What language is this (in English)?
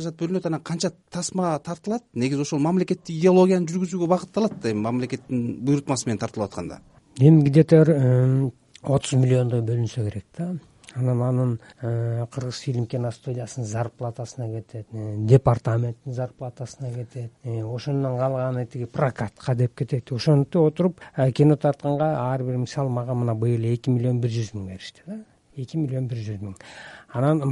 Kyrgyz